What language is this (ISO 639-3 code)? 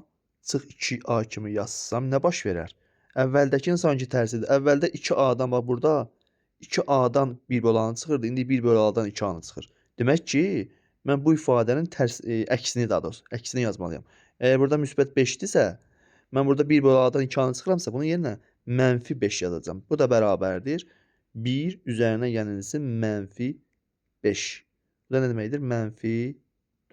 aze